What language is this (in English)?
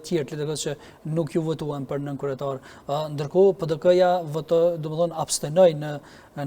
Albanian